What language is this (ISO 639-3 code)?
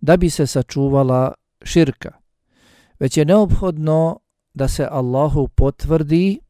bos